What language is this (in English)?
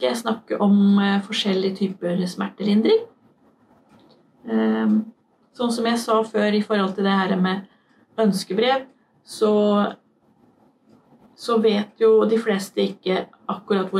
Norwegian